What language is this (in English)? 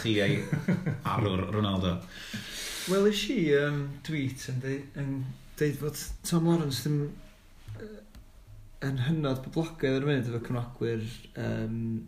Welsh